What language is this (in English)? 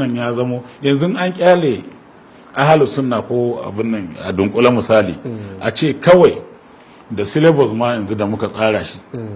Hausa